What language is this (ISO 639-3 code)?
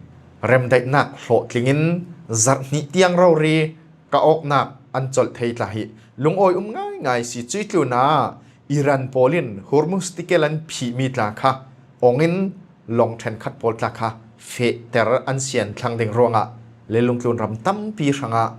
cfm